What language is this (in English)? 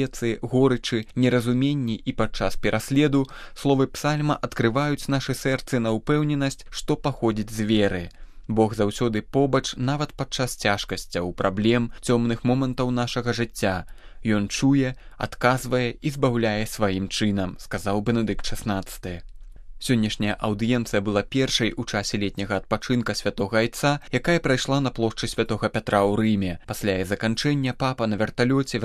Belarusian